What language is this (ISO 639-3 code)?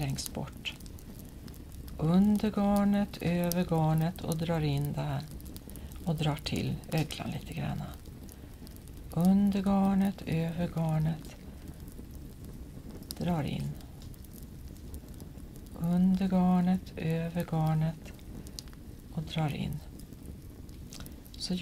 swe